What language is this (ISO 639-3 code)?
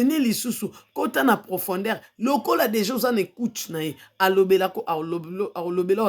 lin